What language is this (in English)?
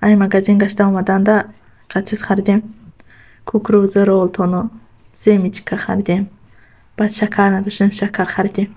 Tajik